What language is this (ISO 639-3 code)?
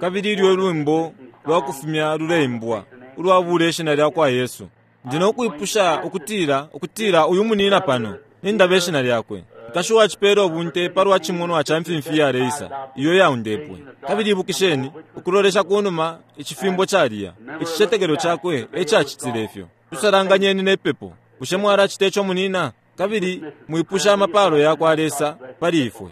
bem